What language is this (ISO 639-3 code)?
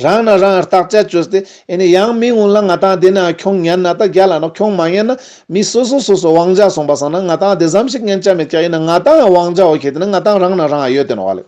lbj